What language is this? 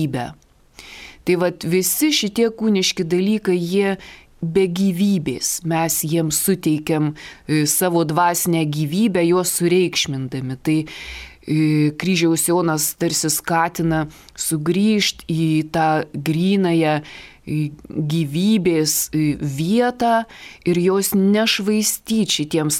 Lithuanian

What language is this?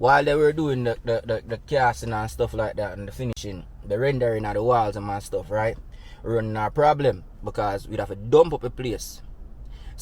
Jamaican Creole English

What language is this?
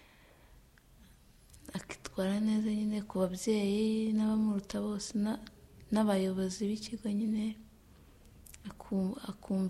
Kinyarwanda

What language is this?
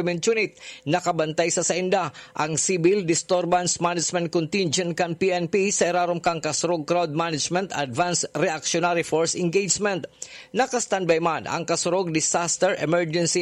Bikol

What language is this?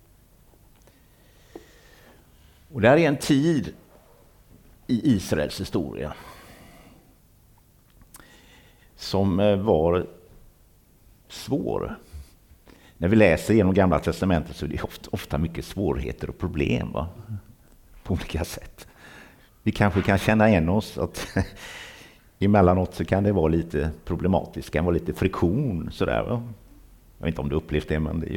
Swedish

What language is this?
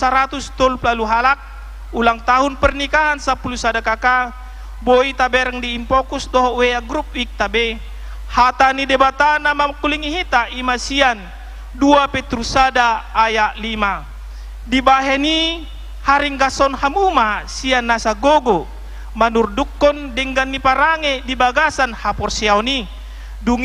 Batak Toba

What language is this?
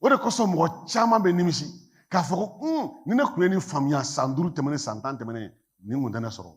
Bambara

